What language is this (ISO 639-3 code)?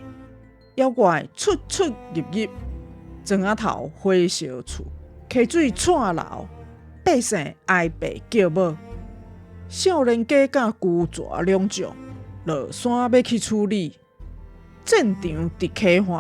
nan